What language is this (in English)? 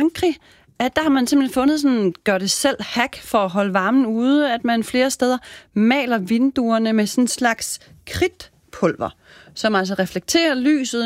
Danish